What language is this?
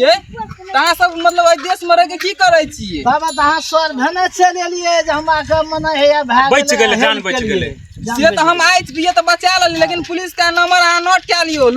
Maithili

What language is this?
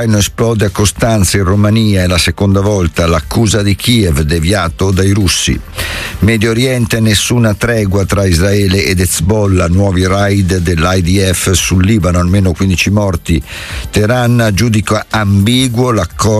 Italian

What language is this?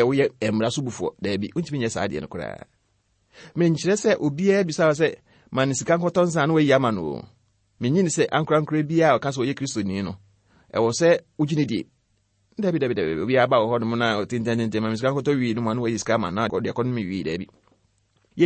Akan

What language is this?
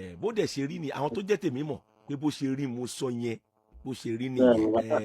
Yoruba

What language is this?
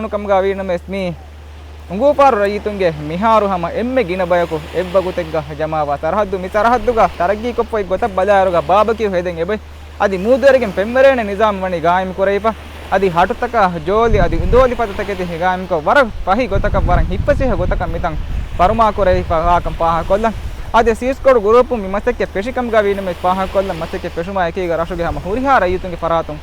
Divehi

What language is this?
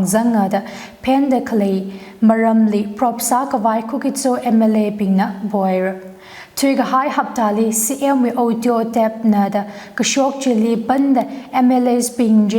Tangkhul Naga (India)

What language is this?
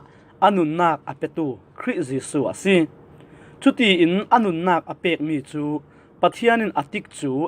Falam Chin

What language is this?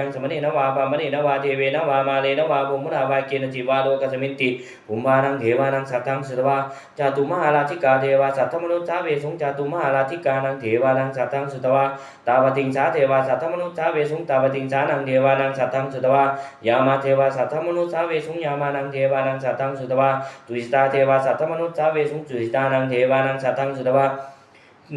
Pali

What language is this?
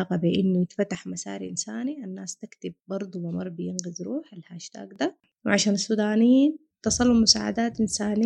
Sudanese Arabic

